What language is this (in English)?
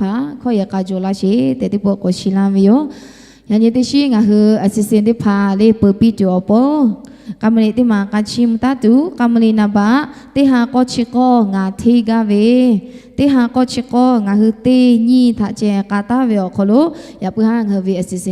Lahu